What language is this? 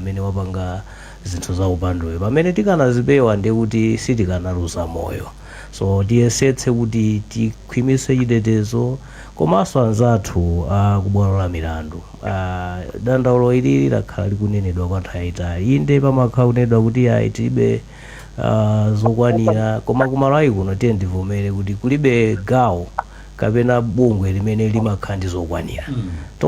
Nyanja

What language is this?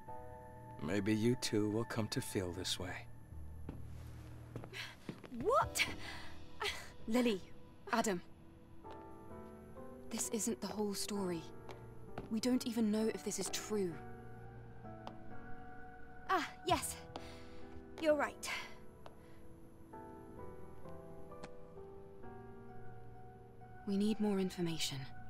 English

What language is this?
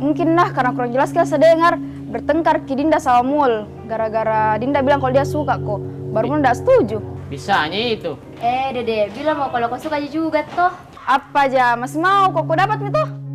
Makassar Malay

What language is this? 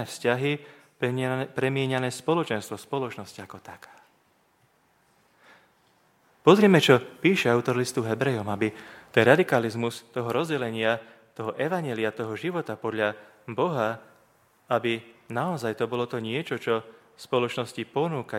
Slovak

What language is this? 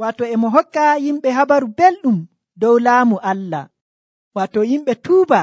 Nigerian Fulfulde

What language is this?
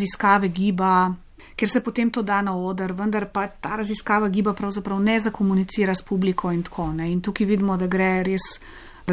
Slovenian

